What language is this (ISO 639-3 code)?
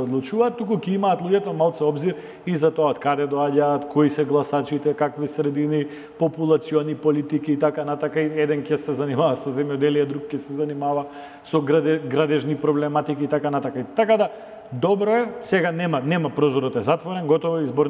mkd